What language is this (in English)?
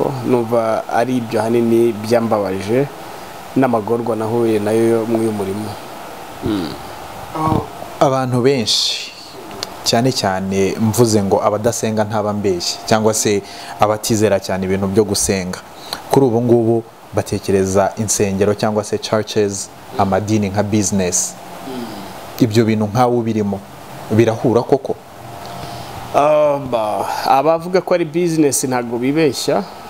Kinyarwanda